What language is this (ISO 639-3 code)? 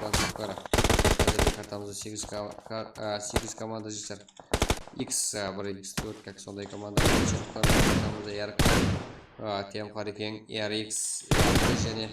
kaa